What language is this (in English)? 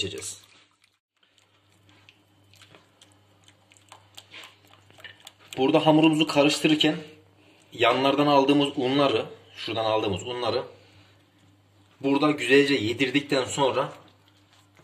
Turkish